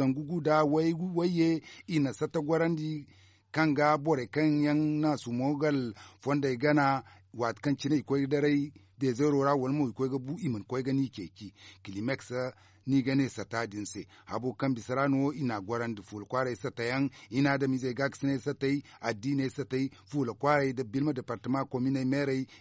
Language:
Zarma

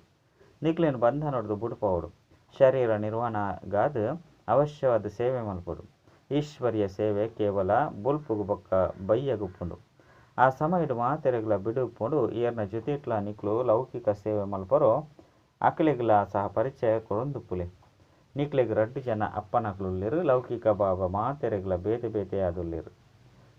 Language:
Tulu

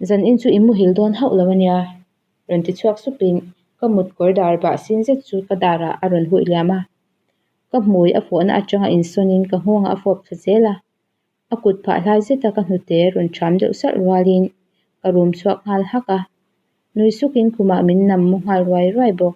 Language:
Mizo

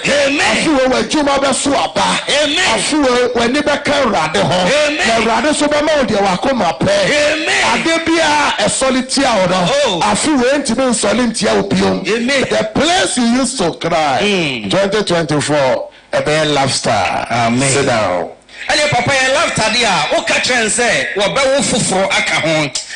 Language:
Akan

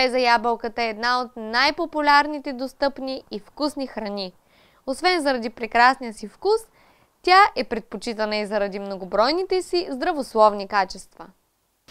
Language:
Bulgarian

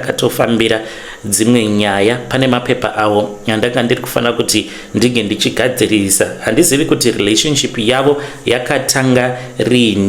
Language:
Shona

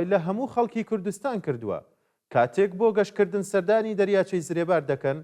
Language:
Central Kurdish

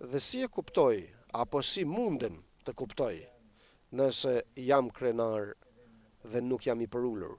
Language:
Albanian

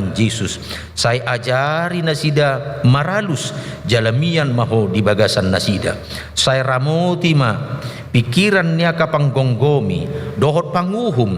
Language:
Batak Toba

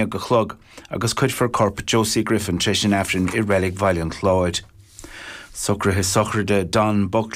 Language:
Irish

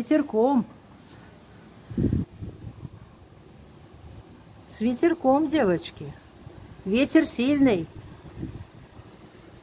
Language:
Russian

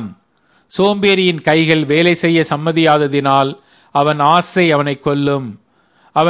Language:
Tamil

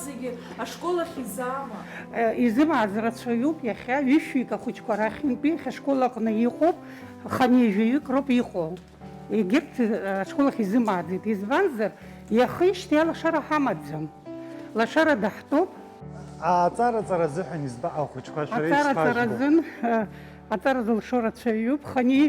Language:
Abkhazian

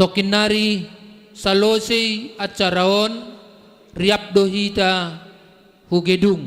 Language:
Batak Simalungun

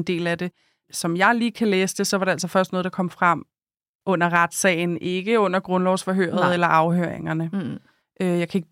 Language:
Danish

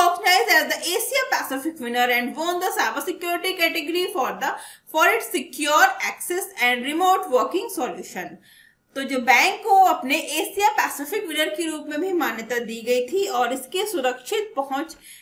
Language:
Hindi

